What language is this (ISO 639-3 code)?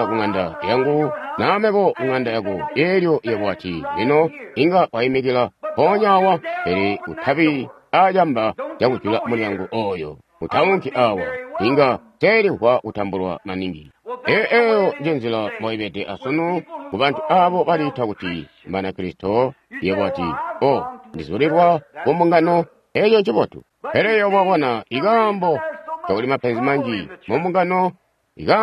toi